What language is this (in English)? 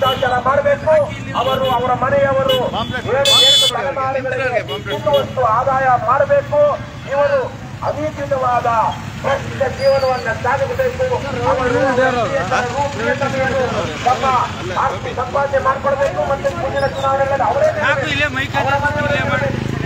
Kannada